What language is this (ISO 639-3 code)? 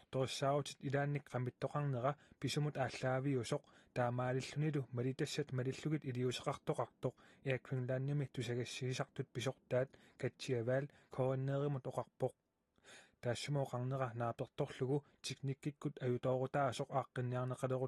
kal